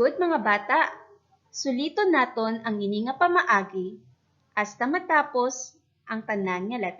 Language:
Hiligaynon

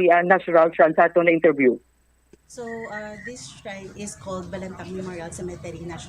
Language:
Hiligaynon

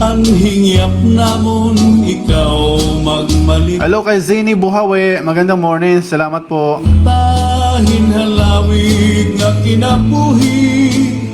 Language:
Waray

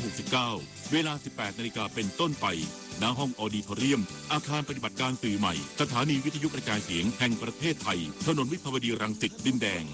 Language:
Thai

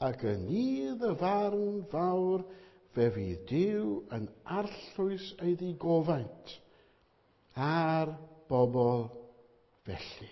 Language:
Welsh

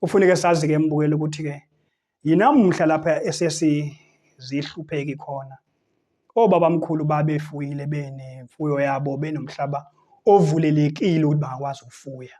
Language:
Zulu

